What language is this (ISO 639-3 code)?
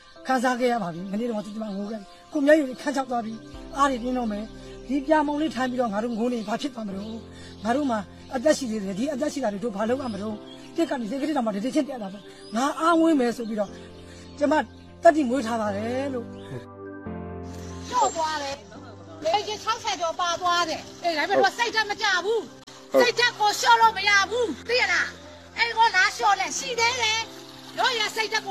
mya